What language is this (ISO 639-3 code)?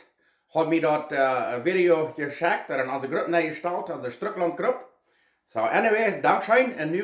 pdt